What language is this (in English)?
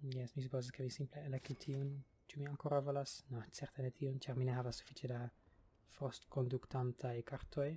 Esperanto